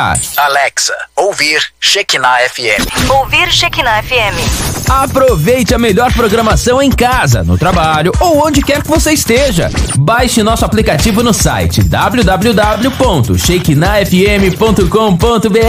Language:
Portuguese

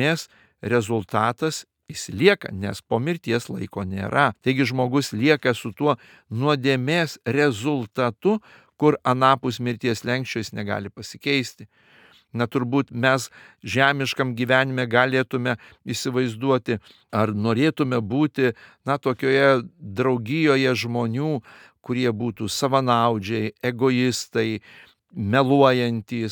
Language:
Lithuanian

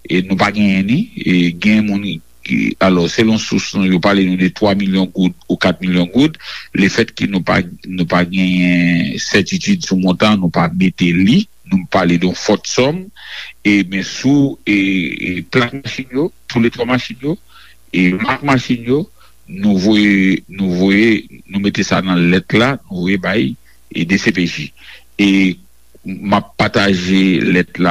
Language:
Haitian Creole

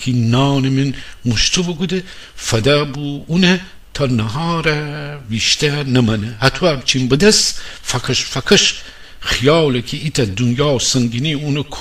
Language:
Gilaki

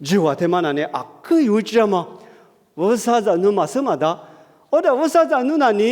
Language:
Lisu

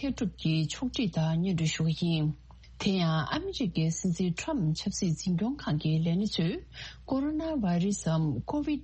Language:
Tibetan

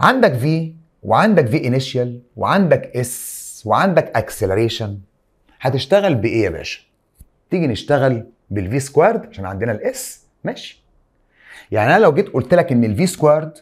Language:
Egyptian Arabic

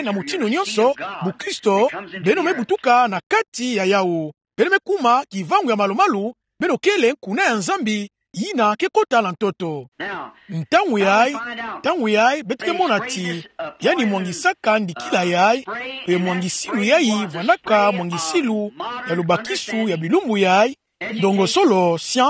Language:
Kituba (Democratic Republic of Congo)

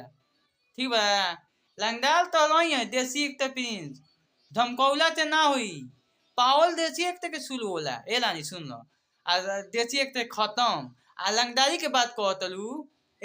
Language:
Bhojpuri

